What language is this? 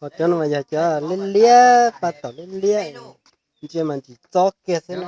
Hmong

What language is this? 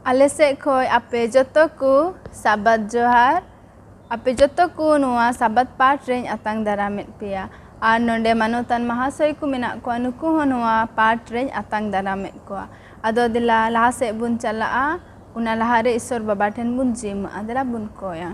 Santali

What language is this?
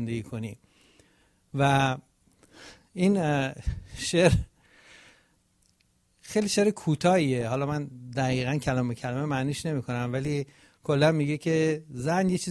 Persian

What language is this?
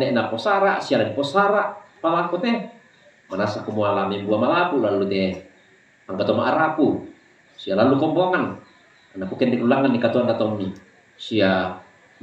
Toraja-Sa'dan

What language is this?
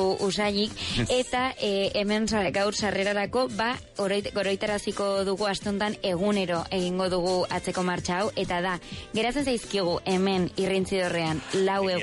Basque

